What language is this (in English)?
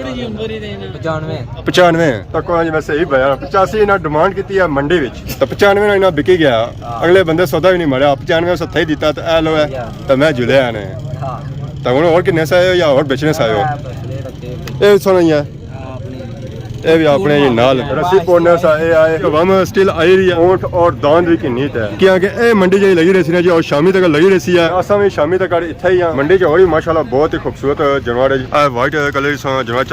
Pahari-Potwari